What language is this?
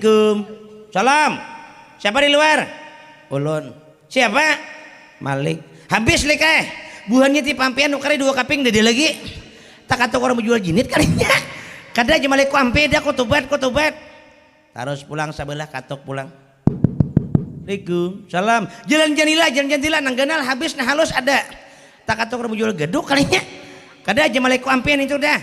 Banjar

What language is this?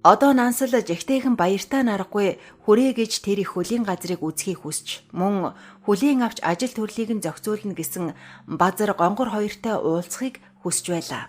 Mongolian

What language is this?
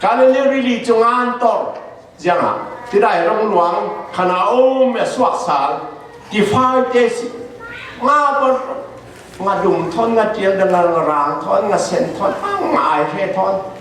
Falam Chin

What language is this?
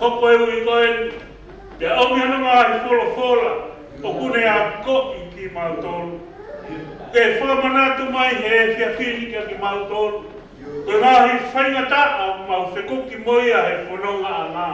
Tongan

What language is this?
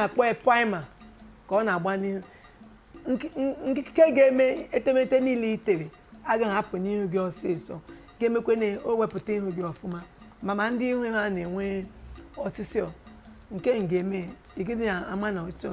Igbo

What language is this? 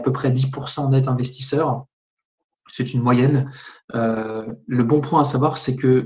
French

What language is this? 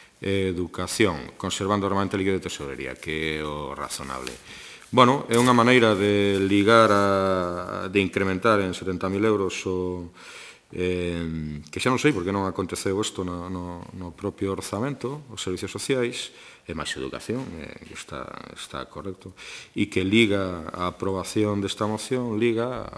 Galician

